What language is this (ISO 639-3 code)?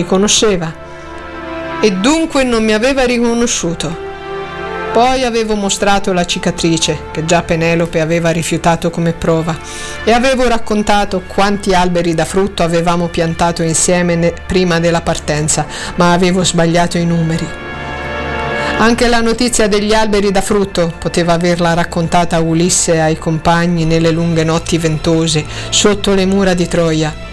ita